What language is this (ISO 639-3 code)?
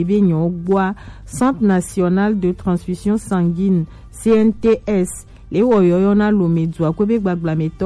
gej